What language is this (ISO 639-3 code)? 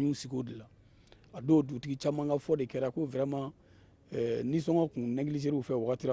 bam